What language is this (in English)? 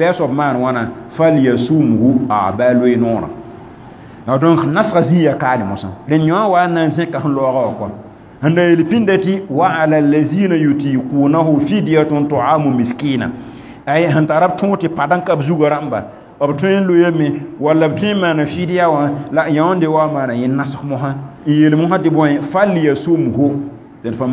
Mossi